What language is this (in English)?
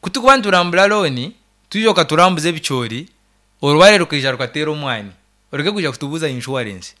Nyankole